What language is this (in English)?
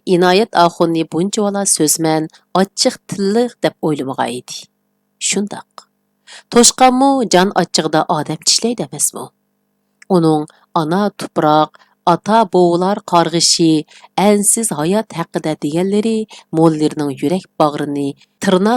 Uyghur